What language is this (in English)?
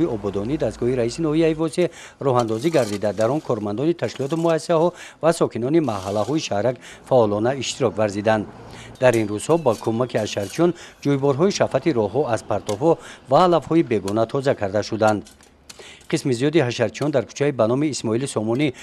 Tajik